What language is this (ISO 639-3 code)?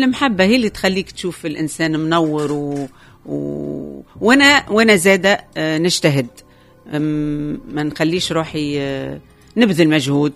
aeb